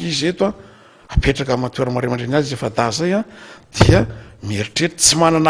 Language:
Malagasy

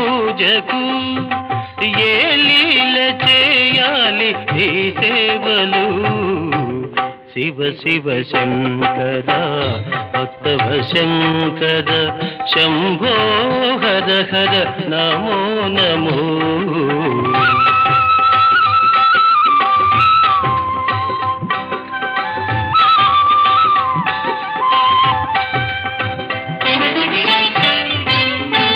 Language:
Telugu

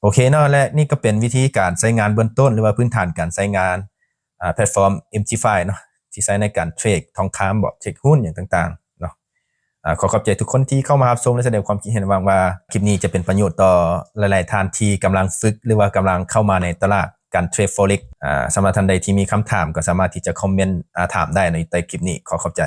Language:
Lao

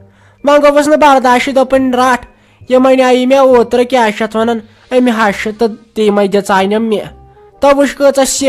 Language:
Kashmiri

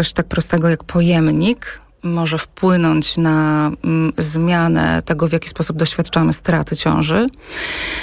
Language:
Polish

